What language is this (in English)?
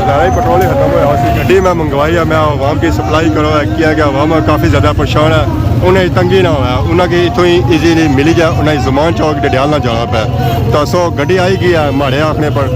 Pahari-Potwari